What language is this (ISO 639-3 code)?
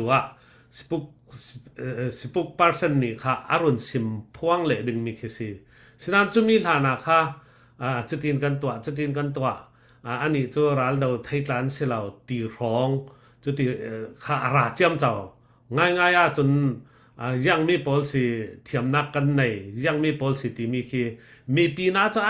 cfm